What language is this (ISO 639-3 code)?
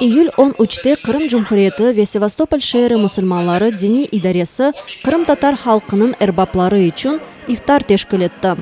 crh